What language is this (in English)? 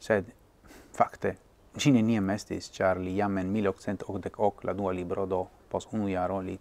Esperanto